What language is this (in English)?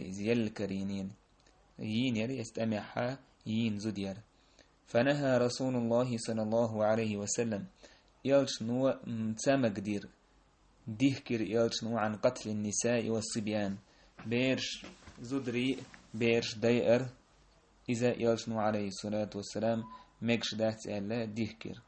Chechen